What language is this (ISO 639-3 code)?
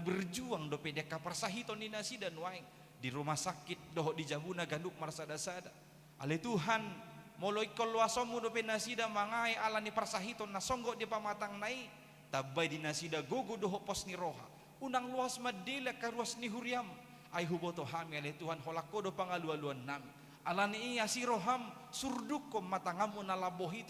bbc